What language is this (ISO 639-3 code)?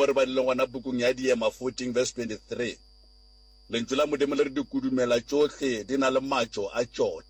nso